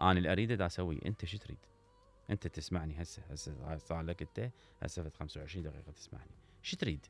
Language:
Mesopotamian Arabic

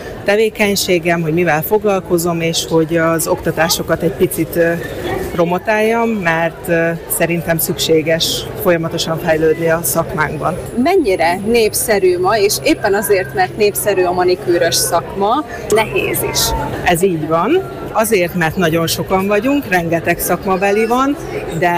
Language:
Hungarian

